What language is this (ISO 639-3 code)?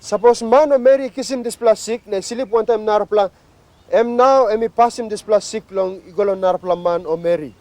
tpi